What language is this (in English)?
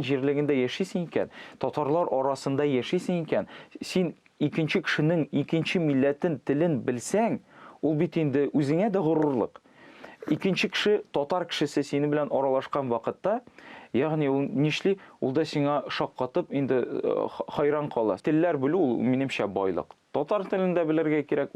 Tatar